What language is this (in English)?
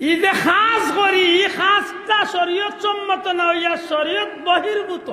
Sylheti